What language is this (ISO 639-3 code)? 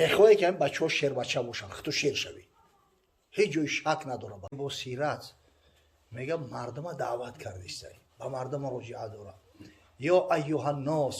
tgk